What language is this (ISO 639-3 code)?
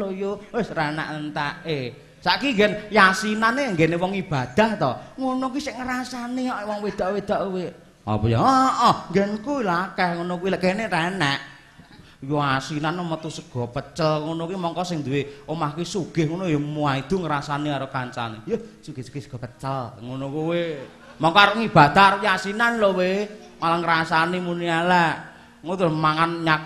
jav